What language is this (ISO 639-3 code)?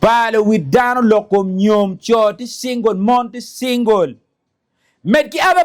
ach